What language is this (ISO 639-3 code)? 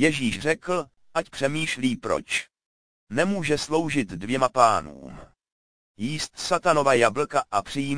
ces